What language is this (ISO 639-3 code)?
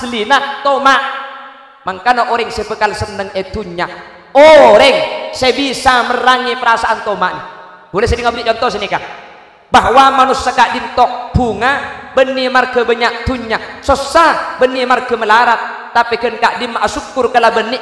mad